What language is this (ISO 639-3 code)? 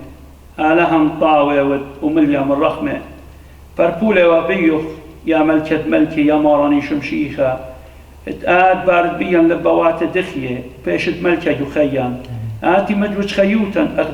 aii